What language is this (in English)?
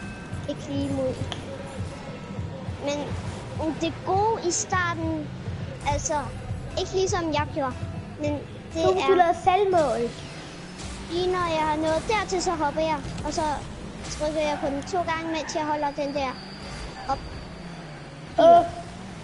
Danish